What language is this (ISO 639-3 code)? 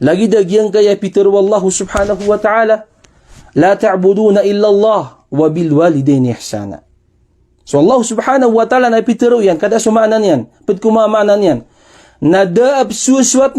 mrw